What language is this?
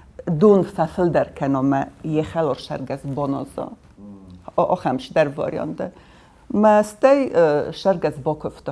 Ossetic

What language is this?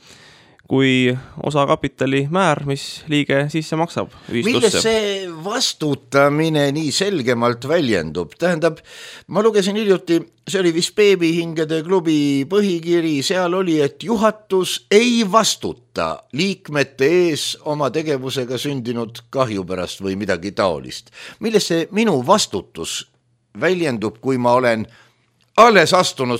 Estonian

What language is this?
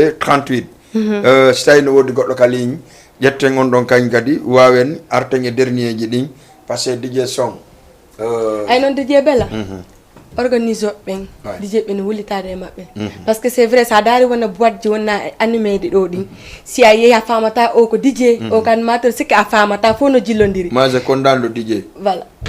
Fula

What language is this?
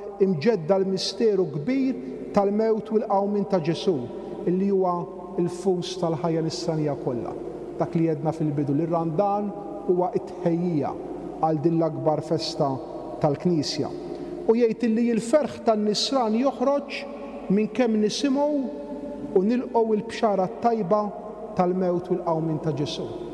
Maltese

